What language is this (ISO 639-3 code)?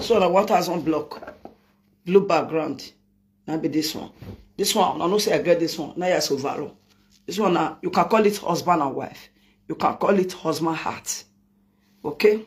pcm